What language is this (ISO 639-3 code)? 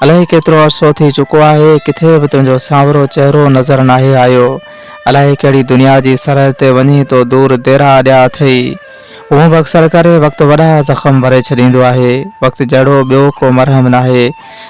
snd